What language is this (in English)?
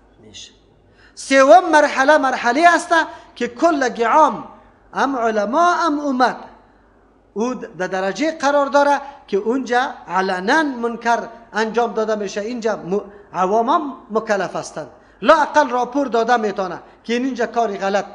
Persian